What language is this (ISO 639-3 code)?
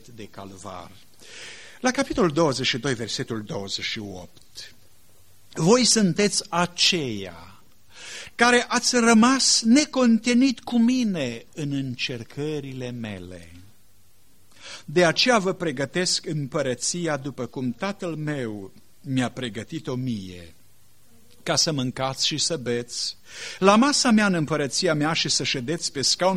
ron